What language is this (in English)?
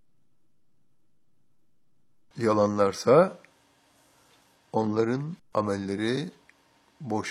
Turkish